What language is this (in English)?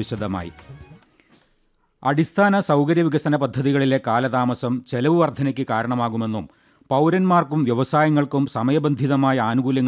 Malayalam